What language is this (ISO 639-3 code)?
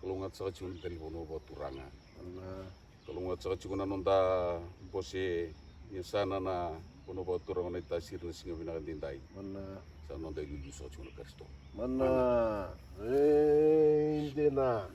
fij